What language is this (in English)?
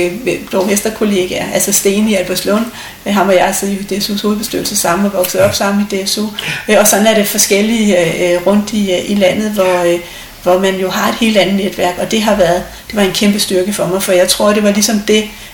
Danish